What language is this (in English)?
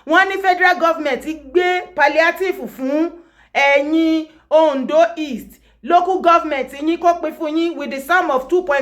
Yoruba